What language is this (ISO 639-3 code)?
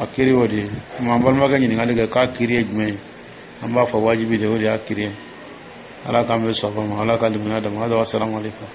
dyu